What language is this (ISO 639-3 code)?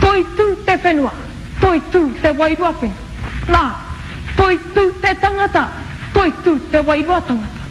mri